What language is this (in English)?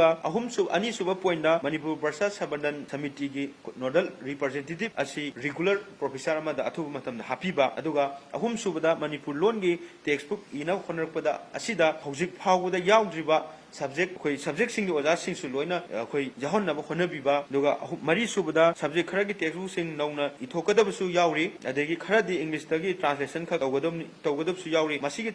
Manipuri